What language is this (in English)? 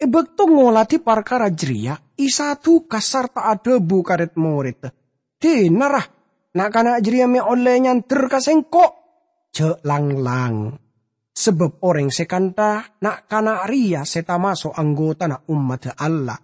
Madurese